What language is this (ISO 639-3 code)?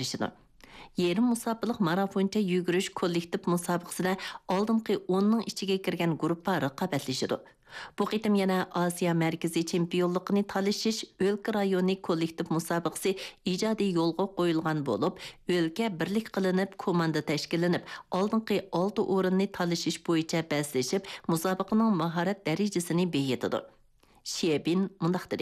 uig